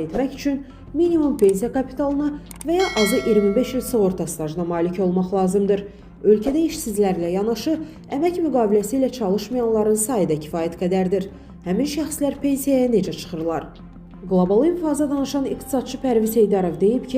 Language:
Azerbaijani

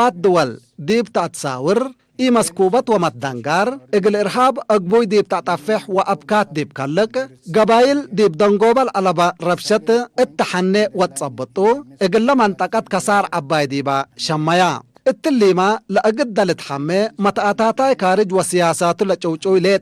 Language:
Tigre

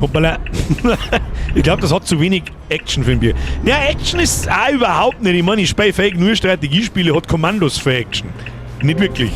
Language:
Bavarian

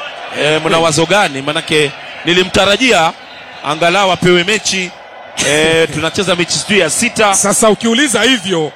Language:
Swahili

